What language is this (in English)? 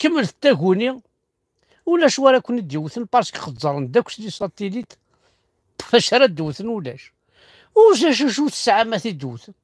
Kabyle